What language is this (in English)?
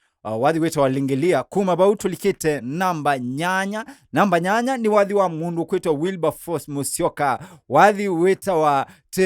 Kamba